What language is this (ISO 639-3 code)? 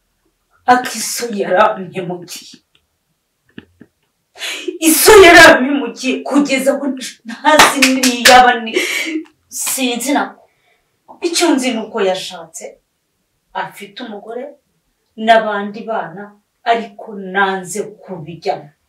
kin